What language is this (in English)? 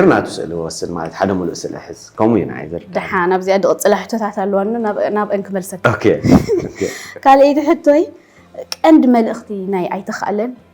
Tigrinya